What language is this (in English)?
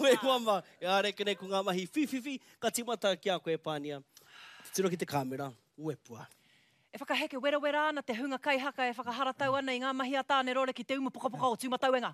Māori